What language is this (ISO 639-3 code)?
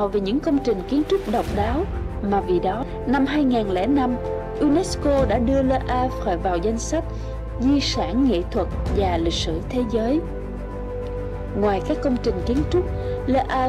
vie